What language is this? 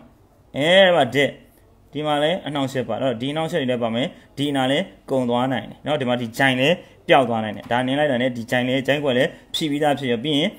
Burmese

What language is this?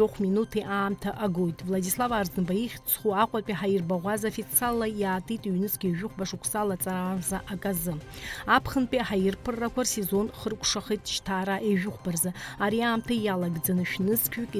Abkhazian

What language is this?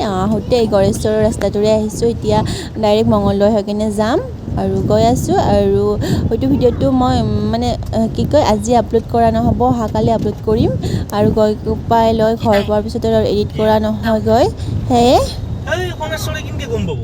Assamese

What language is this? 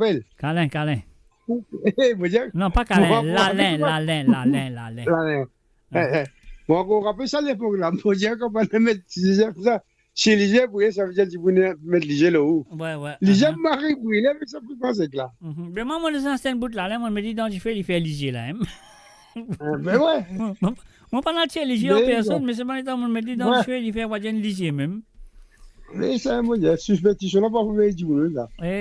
Morisyen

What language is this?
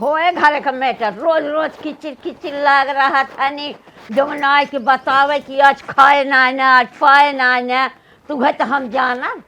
Awadhi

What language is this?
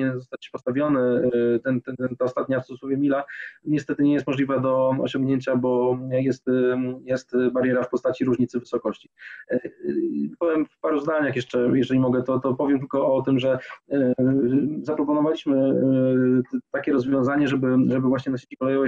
Polish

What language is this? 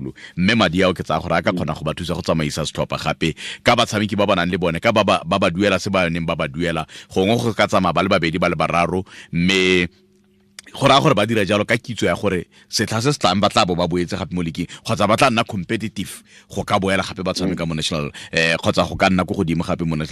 Tswana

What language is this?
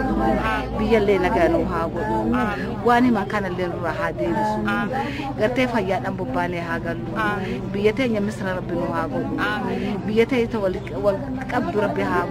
Oromo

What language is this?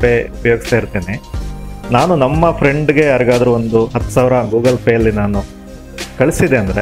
Kannada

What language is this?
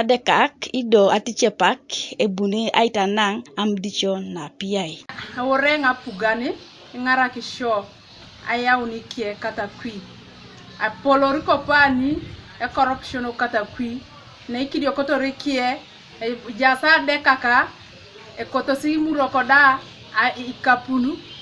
Teso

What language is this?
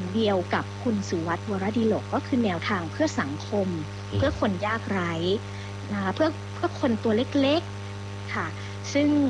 Thai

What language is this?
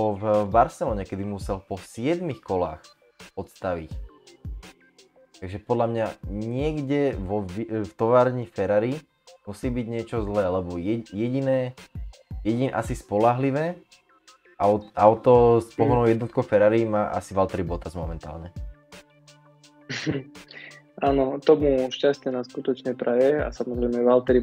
Slovak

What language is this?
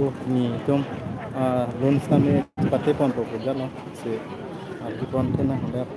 Karbi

